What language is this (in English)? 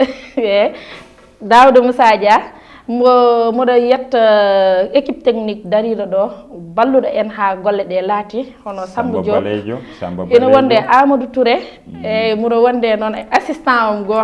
Fula